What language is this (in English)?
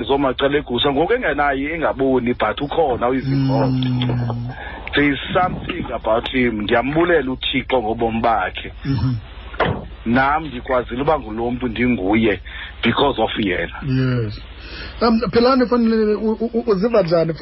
Xhosa